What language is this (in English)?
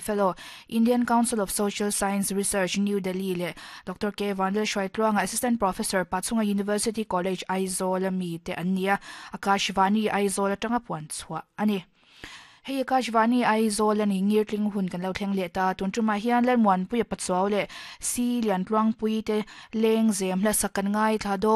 Mizo